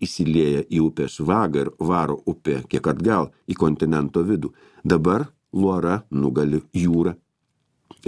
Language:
Lithuanian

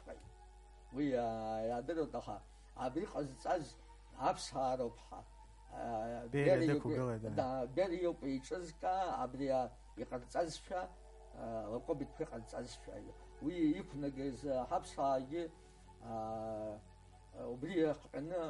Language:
Abkhazian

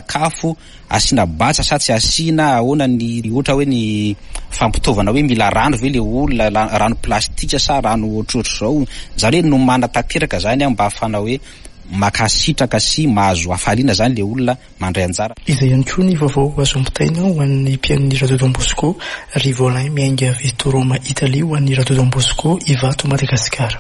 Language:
Malagasy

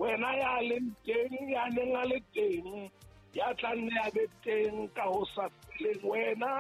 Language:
Southern Sotho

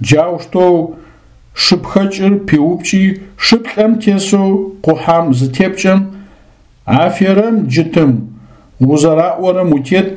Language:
Adyghe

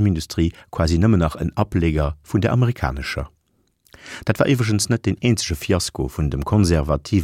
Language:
Luxembourgish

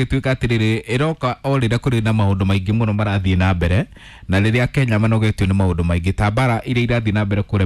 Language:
Kikuyu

